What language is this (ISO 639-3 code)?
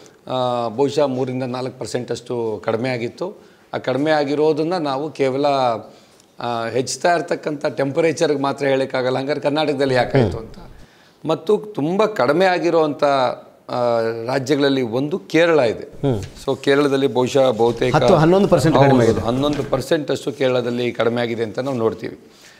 kan